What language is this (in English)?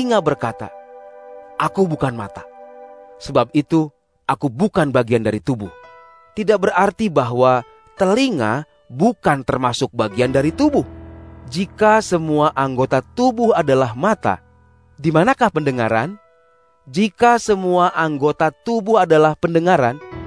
Indonesian